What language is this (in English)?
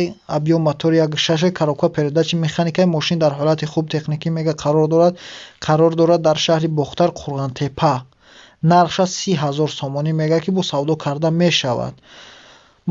Tajik